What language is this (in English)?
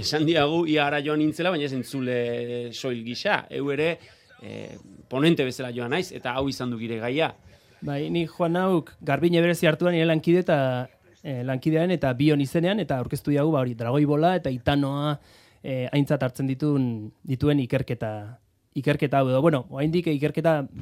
Basque